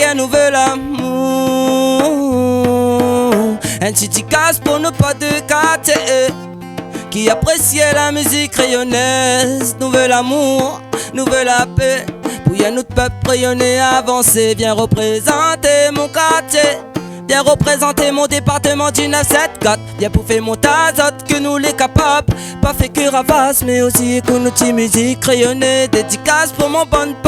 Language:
Réunion Creole French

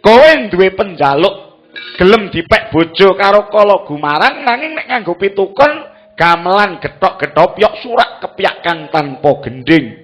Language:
Javanese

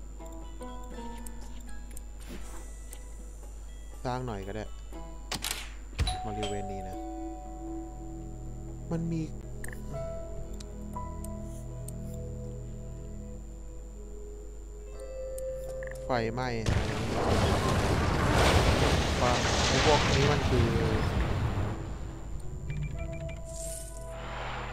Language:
Thai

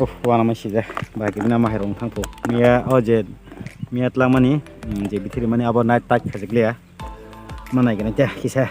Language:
Kok Borok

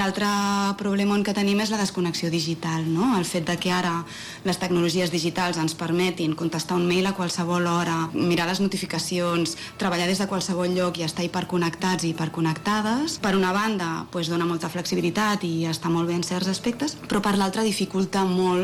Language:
Catalan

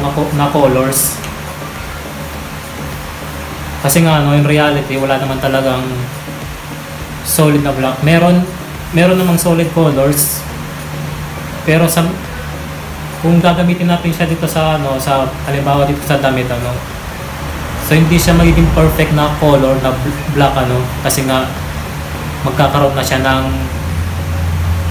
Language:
Filipino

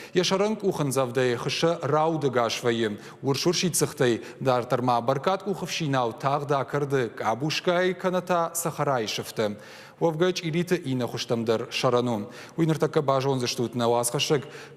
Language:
Ossetic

